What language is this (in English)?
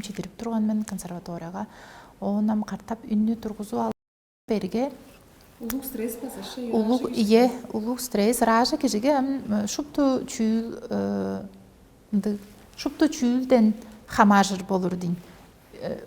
Tuvinian